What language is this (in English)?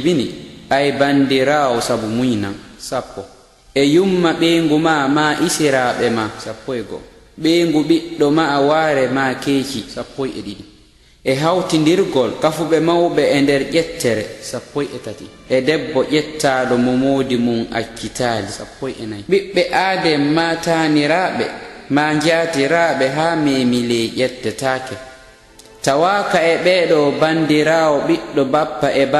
Pular